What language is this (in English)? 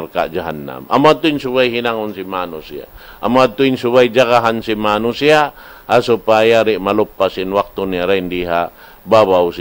Tausug